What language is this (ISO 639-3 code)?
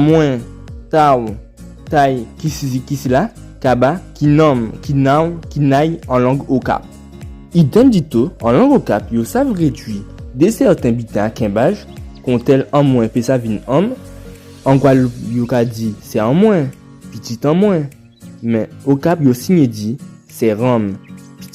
gcf